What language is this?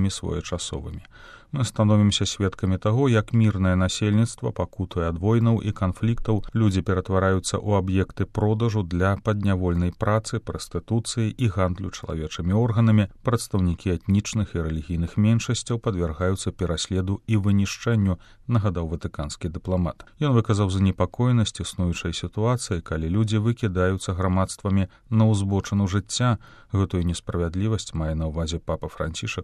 Belarusian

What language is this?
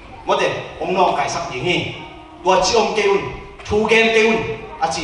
Tedim Chin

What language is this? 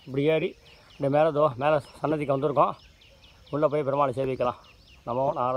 Tamil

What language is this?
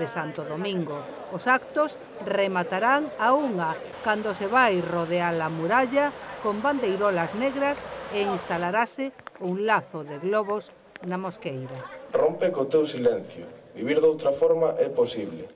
Galician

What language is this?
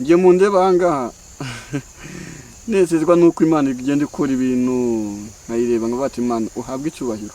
Kinyarwanda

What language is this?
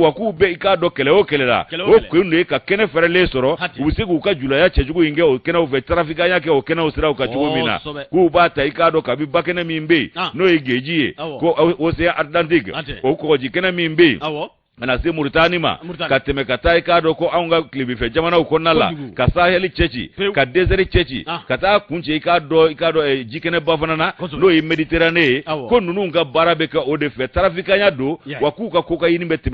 Bambara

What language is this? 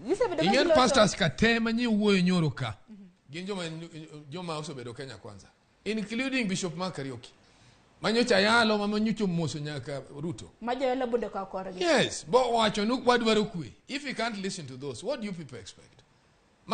Luo (Kenya and Tanzania)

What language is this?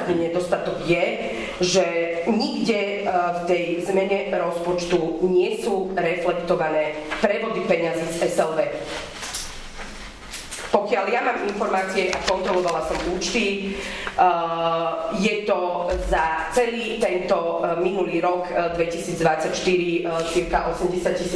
Slovak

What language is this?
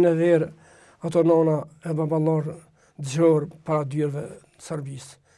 Albanian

